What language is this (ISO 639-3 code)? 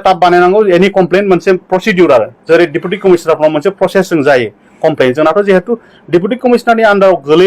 brx